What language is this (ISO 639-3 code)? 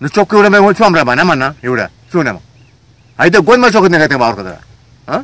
bal